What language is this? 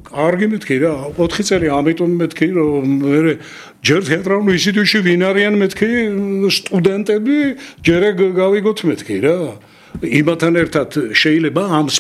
Georgian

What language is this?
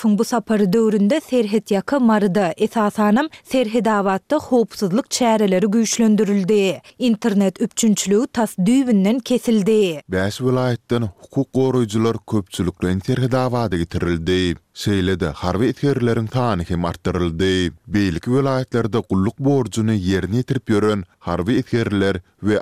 Turkmen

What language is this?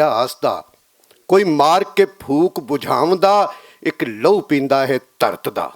Western Panjabi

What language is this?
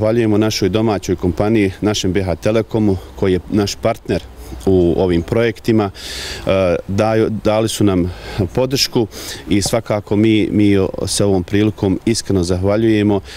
Bosnian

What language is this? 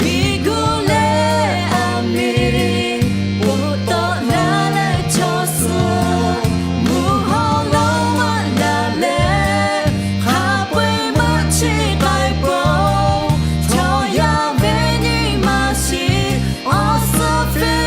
Lahu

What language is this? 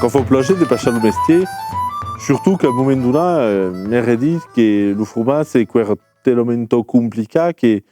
Occitan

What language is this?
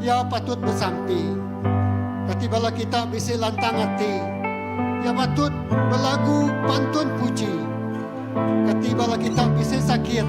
Iban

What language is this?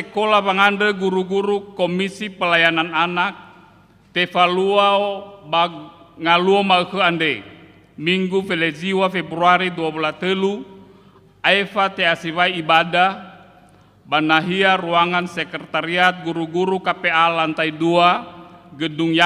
Nias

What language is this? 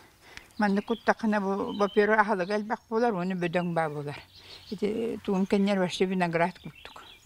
Yakut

